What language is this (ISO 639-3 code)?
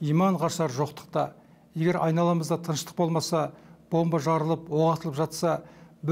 kaz